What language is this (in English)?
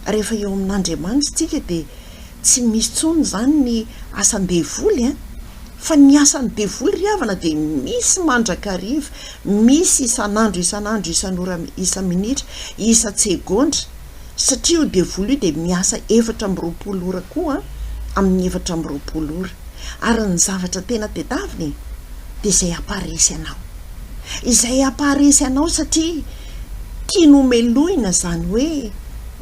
Malagasy